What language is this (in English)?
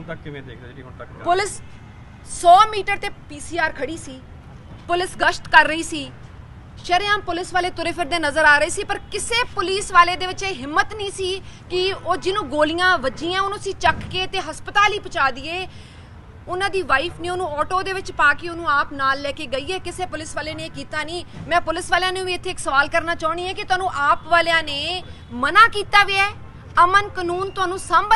Punjabi